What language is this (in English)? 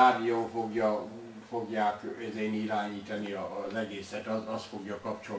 Hungarian